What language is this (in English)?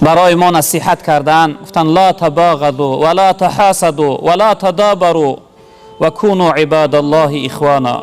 Tajik